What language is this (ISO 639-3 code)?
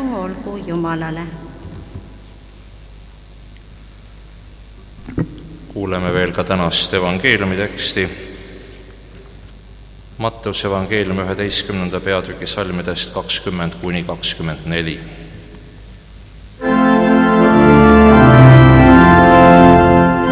est